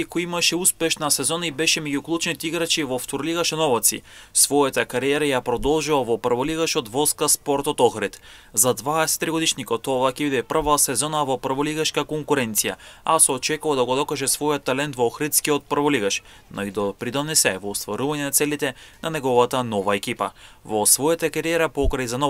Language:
Macedonian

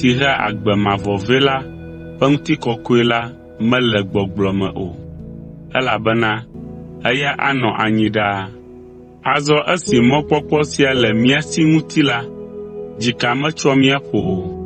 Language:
Ewe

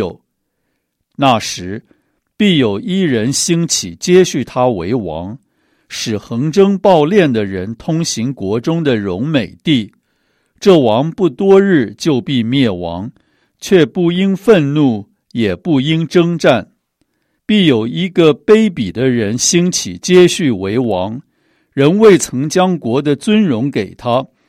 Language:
Chinese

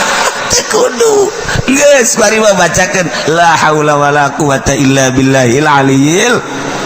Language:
Sundanese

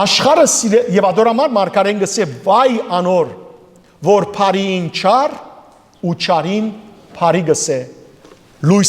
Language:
Western Armenian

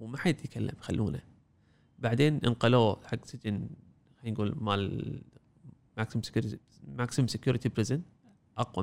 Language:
Gulf Arabic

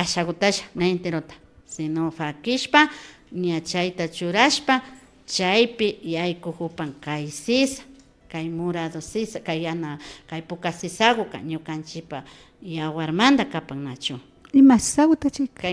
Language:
Imbabura Highland Quichua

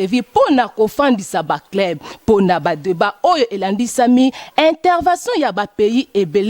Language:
Lingala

